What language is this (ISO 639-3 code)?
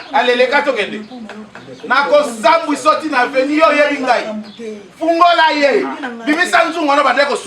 lin